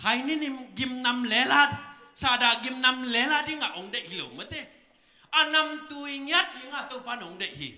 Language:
Tedim Chin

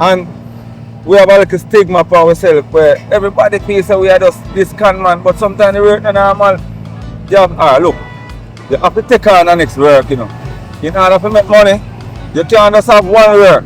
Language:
Jamaican Creole English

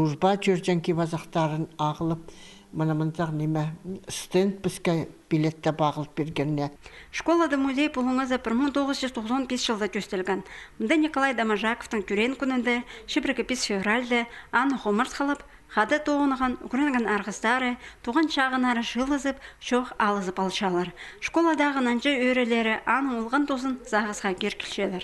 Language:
Khakas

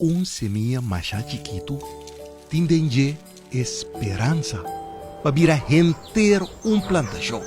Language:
Papiamento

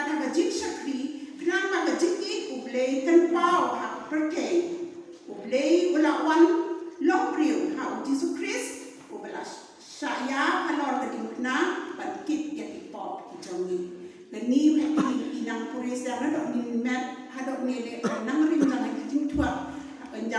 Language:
Khasi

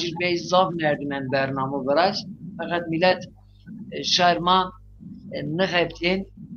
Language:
Zaza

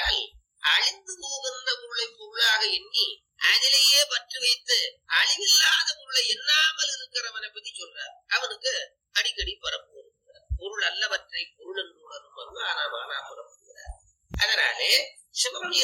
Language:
Tamil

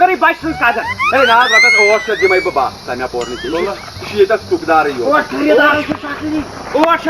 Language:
Kashmiri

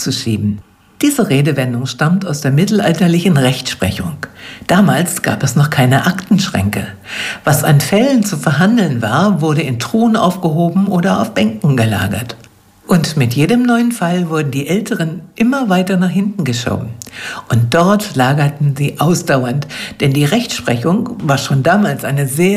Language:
German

